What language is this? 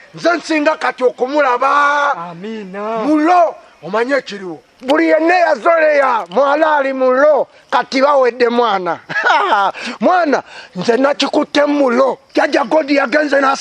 Ganda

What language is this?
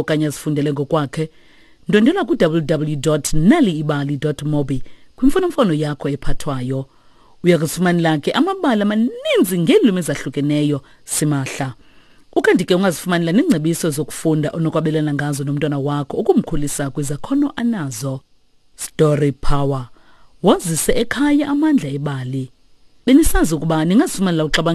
Xhosa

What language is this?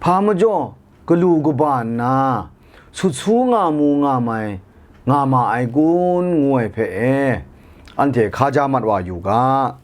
Kachin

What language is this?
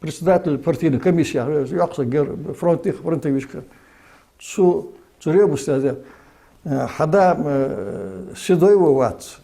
Ingush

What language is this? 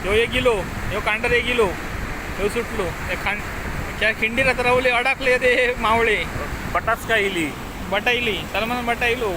Konkani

